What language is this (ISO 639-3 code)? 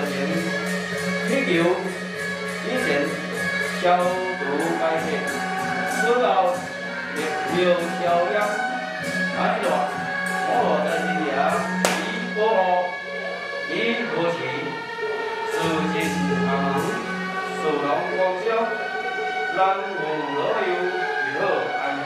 zho